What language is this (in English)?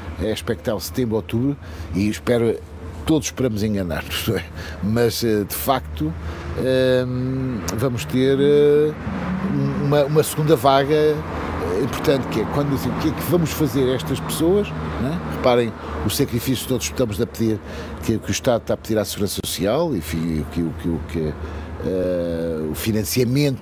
Portuguese